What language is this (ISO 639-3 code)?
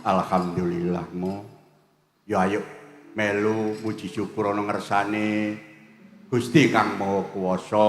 jav